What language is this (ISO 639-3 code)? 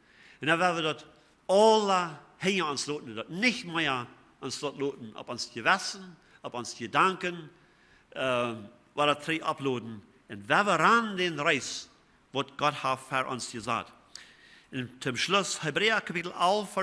pdt